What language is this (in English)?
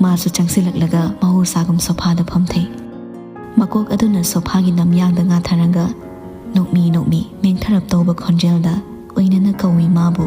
Manipuri